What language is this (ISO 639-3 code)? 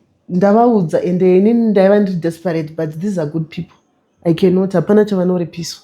sna